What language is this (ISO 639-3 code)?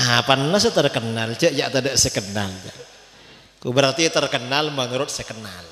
mad